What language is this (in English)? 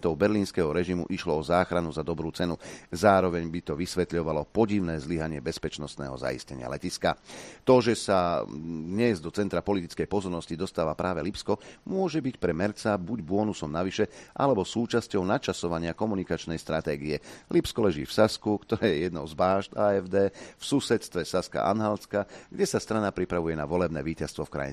Slovak